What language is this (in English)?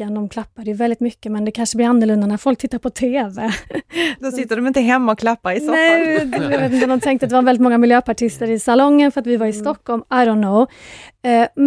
Swedish